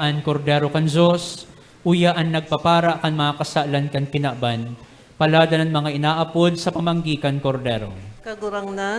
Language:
Bikol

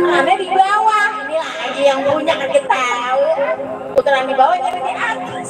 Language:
Betawi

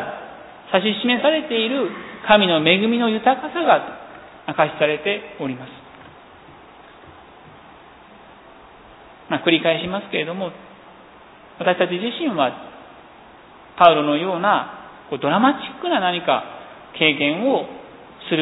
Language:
Japanese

